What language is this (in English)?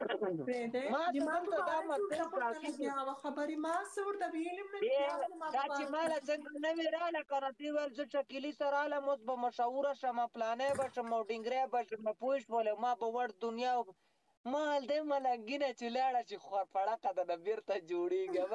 Pashto